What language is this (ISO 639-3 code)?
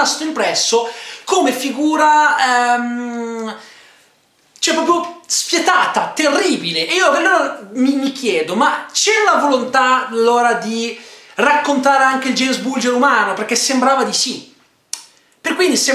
ita